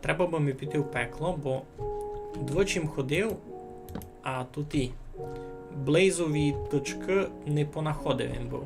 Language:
Rusyn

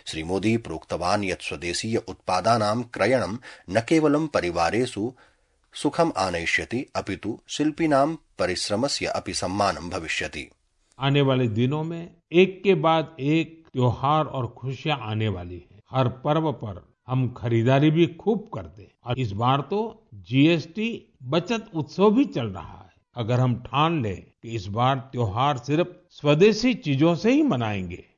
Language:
Sanskrit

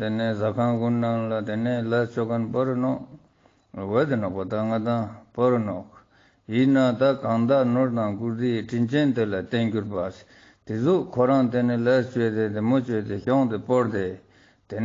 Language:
Ladakhi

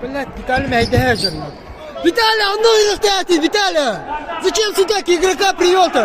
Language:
Yakut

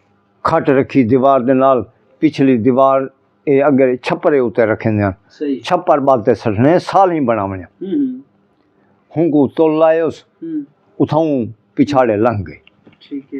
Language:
Saraiki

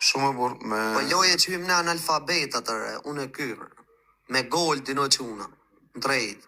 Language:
Albanian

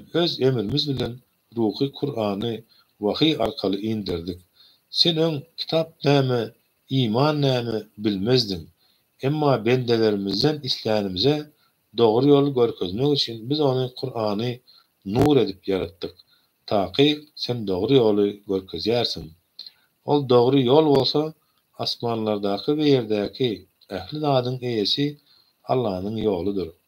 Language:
Turkmen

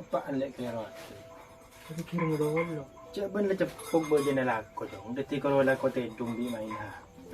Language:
Madurese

